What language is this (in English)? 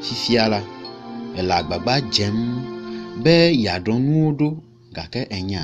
Ewe